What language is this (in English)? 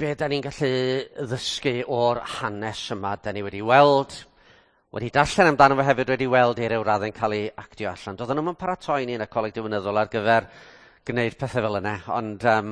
Welsh